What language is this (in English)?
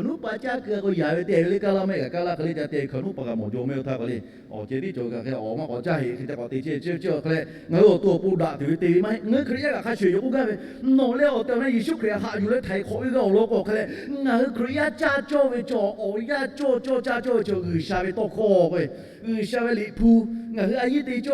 Lahu